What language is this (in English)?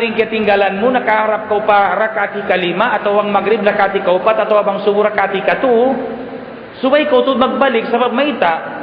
Tausug